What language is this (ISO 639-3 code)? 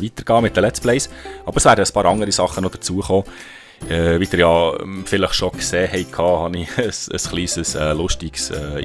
gsw